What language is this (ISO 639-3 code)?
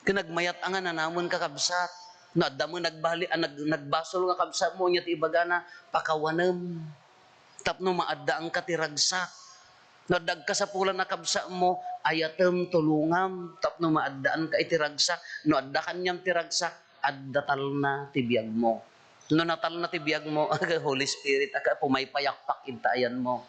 ilo